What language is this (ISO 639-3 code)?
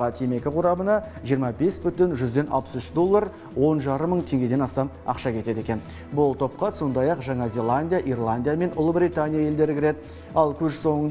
kaz